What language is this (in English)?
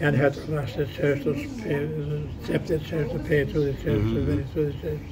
Zaza